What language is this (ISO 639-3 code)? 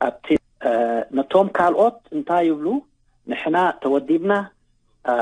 tir